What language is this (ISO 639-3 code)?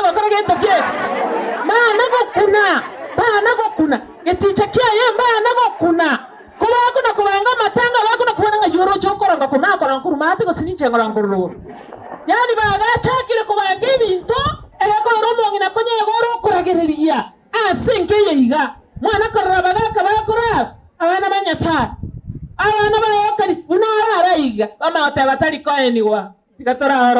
guz